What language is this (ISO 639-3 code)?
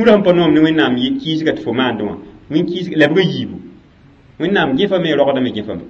mos